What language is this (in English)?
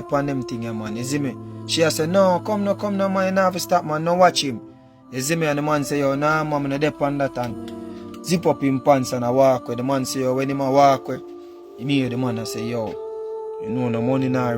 Jamaican Creole English